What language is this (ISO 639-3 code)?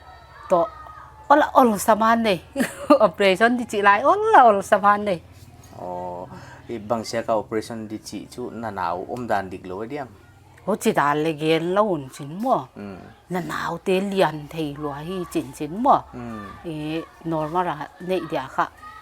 pck